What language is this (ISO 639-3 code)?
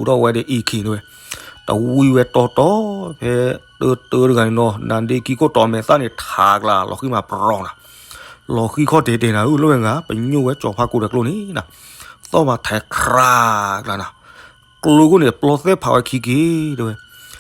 ksw